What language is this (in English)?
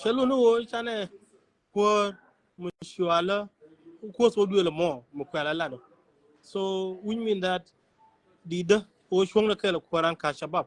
Nuer